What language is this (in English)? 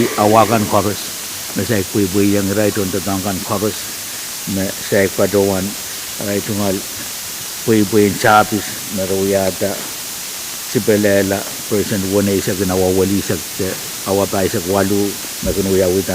Pohnpeian